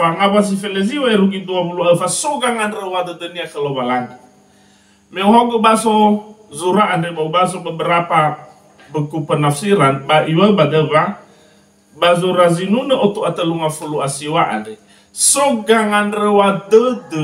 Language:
Nias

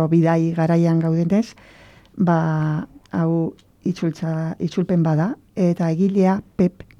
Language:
Basque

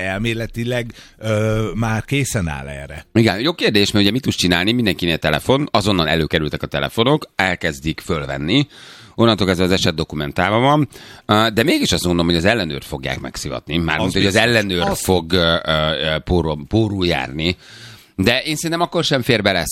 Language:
Hungarian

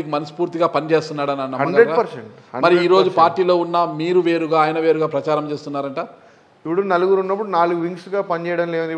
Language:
Telugu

